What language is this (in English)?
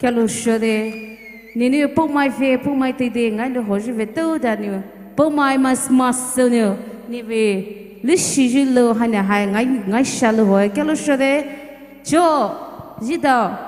Poumei Naga